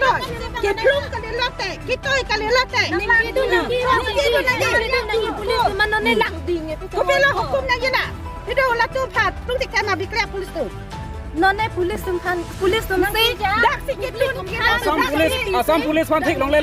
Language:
Karbi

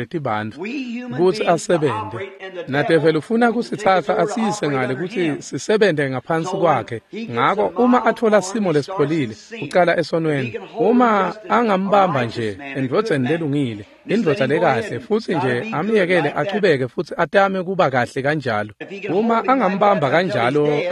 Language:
Swati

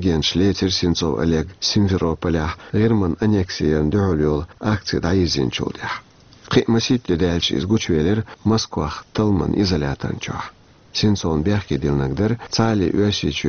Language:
Chechen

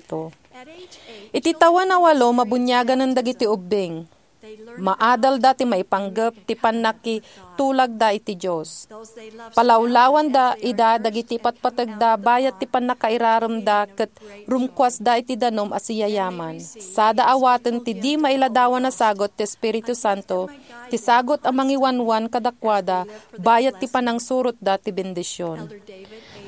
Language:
Iloko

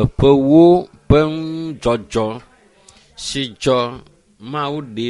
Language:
Ewe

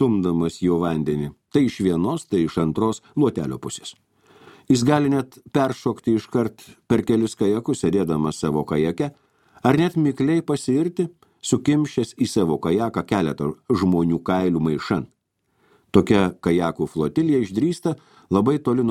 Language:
Lithuanian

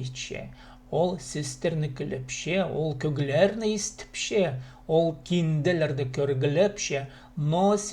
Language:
Khakas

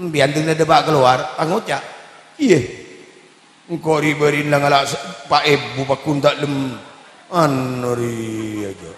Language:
Madurese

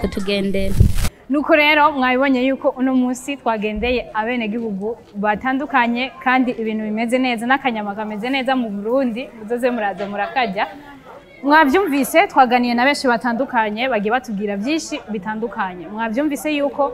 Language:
Rundi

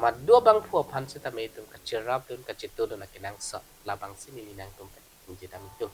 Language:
Karbi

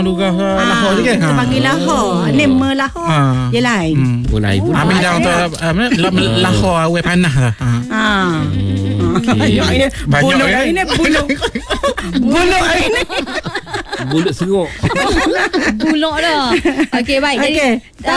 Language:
Malay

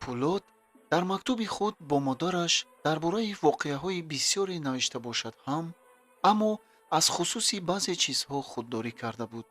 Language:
Tajik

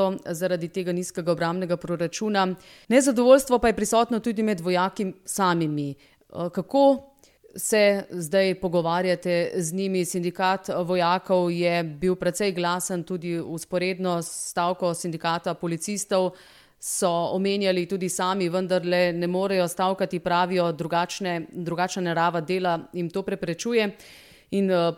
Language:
Slovenian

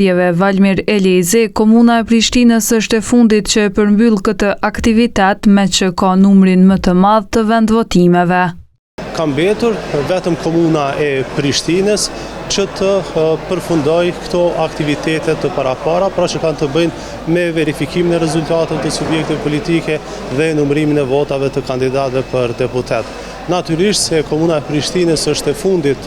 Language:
Albanian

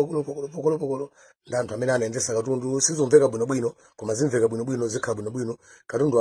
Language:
Nyanja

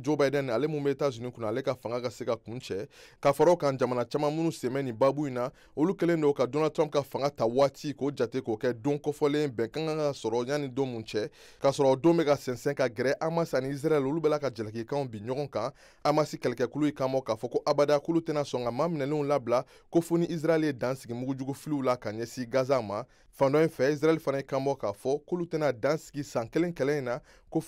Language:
Bambara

